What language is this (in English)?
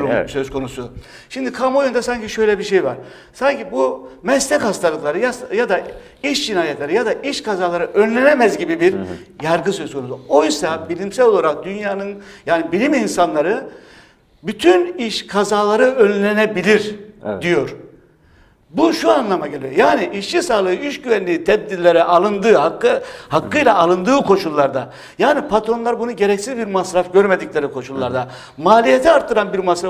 Turkish